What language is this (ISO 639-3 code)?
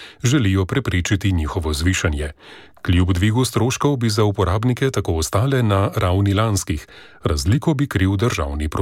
slv